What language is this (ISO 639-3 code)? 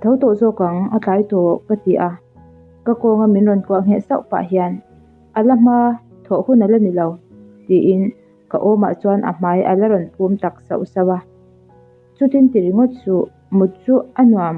lus